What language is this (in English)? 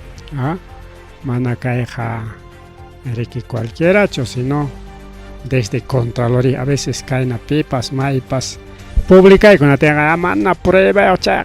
Ayacucho Quechua